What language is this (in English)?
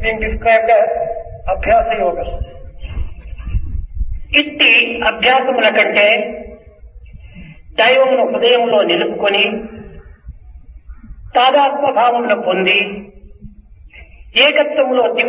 Telugu